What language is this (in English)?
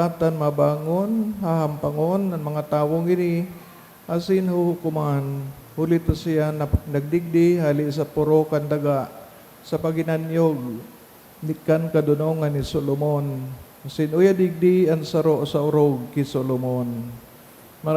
Bikol